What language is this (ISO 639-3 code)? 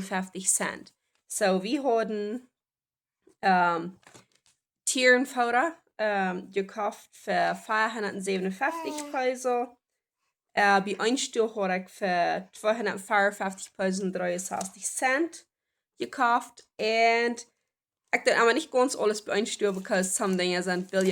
pdt